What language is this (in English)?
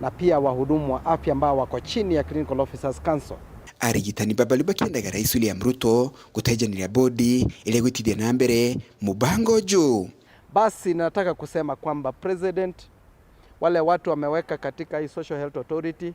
Meru